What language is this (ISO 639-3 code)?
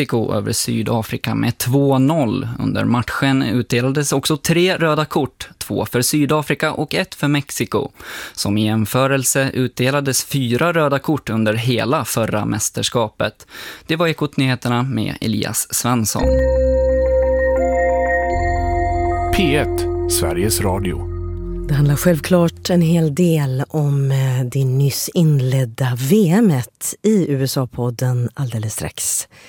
swe